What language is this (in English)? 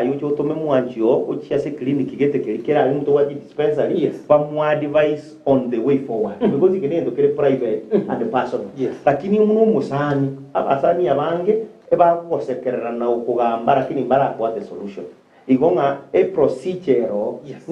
Gusii